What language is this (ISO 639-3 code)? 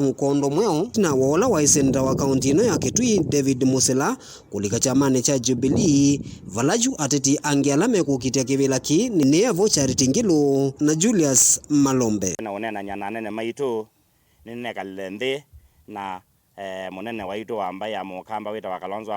kam